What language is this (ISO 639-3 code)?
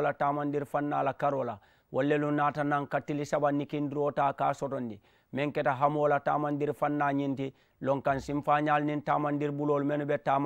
man